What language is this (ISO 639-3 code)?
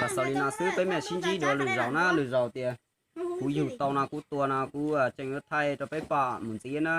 hmn